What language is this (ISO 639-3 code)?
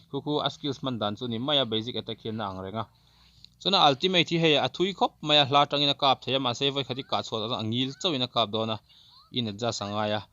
lus